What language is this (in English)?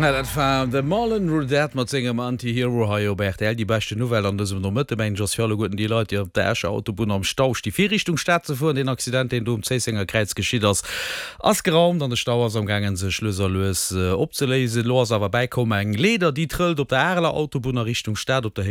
Luxembourgish